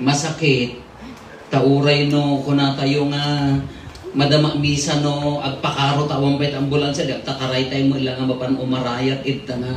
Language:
Iloko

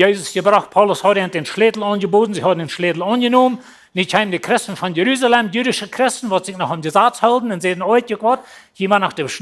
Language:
Plautdietsch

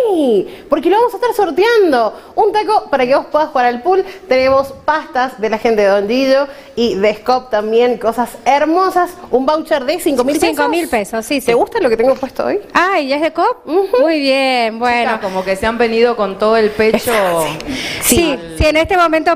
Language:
Spanish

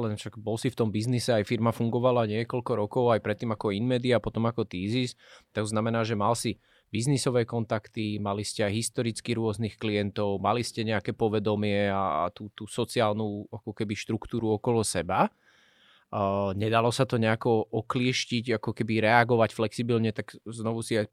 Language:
Slovak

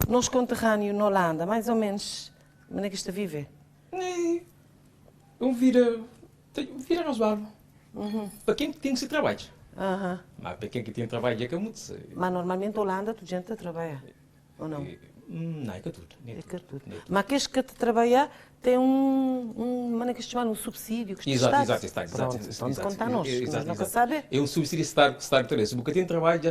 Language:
Kabuverdianu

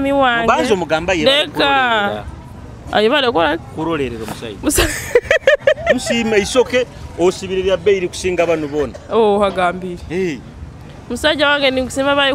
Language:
Nyoro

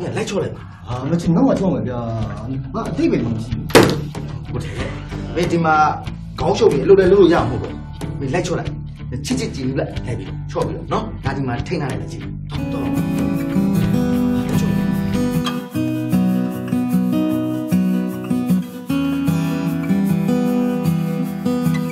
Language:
Burmese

